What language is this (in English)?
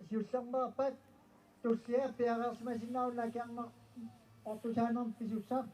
Kalaallisut